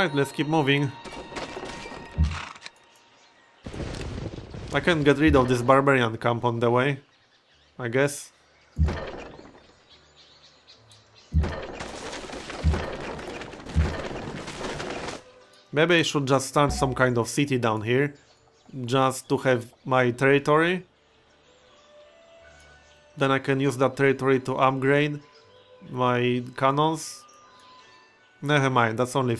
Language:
English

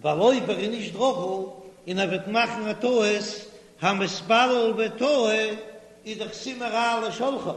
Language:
Yiddish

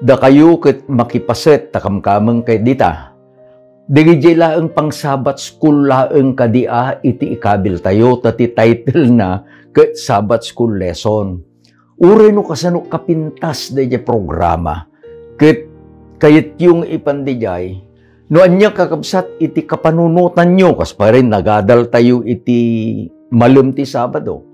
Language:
Iloko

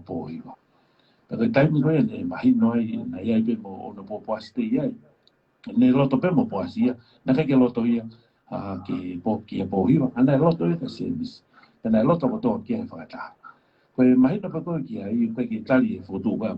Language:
Tongan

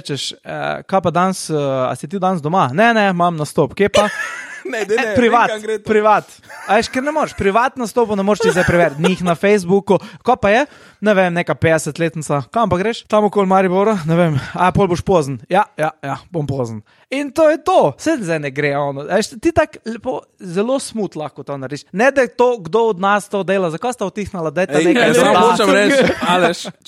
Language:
Slovenian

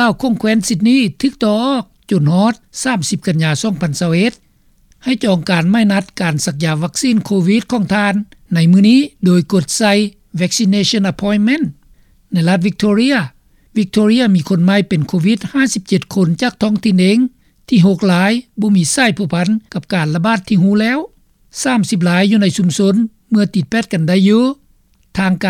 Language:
Lao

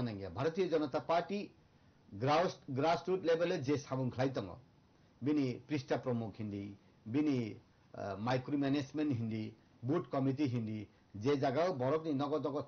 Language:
Kok Borok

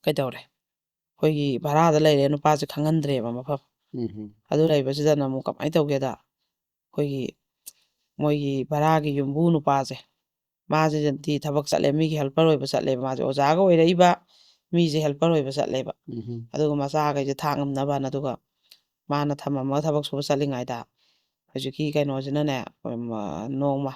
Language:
Manipuri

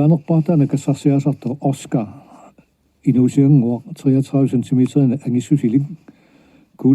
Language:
Kalaallisut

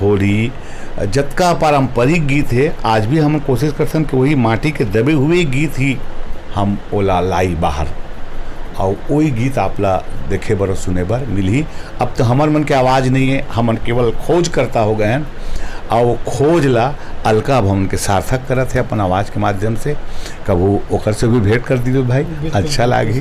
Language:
Chhattisgarhi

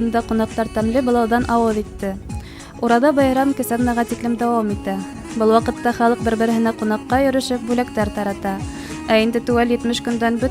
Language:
Bashkir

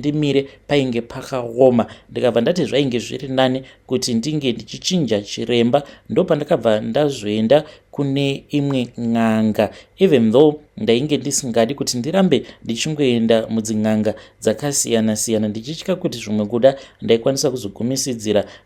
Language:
Shona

